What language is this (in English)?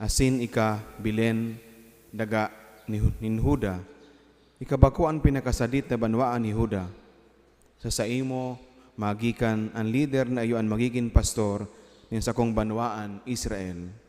Bikol